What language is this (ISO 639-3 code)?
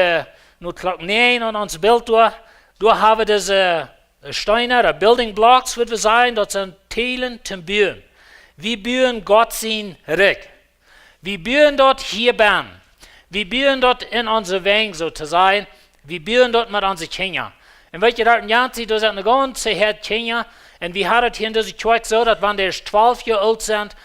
pdt